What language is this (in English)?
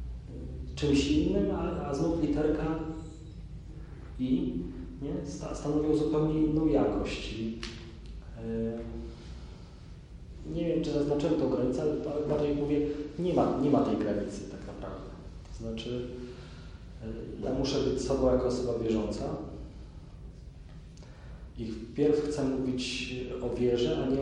Polish